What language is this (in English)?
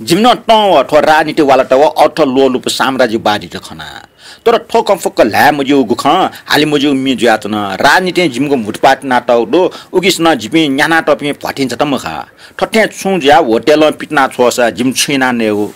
Newari